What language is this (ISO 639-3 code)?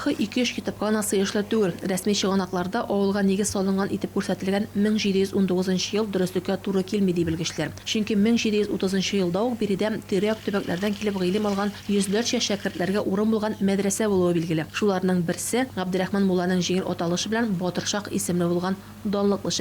tat